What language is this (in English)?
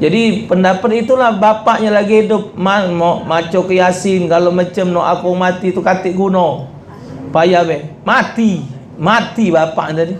Musi